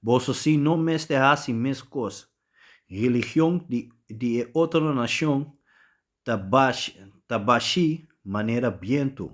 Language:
Papiamento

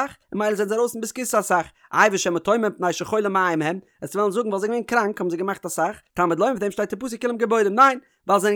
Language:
Yiddish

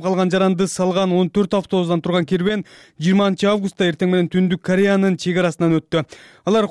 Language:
Kyrgyz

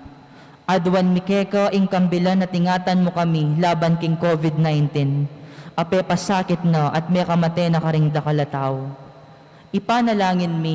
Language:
Pampanga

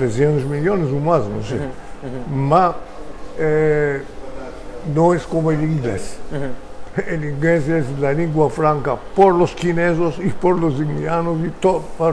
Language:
Ladino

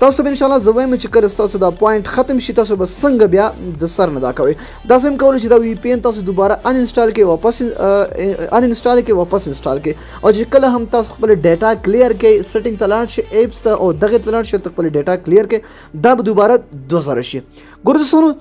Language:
Pashto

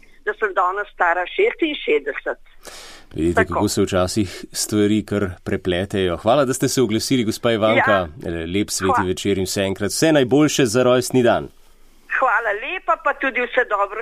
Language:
Slovenian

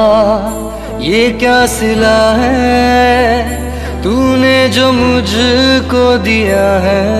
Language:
Hindi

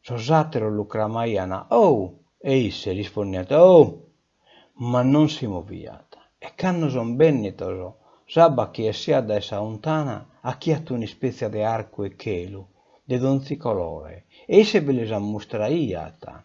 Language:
Sardinian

